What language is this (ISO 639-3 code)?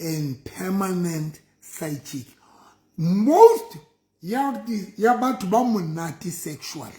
sot